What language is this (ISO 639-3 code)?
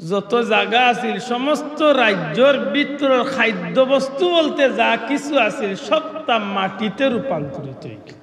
syl